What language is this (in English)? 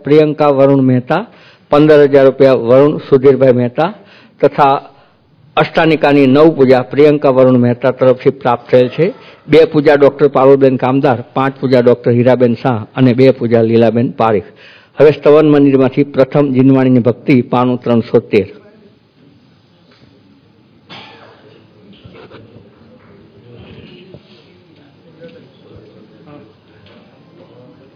Gujarati